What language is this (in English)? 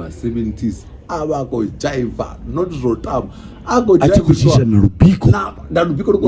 Venda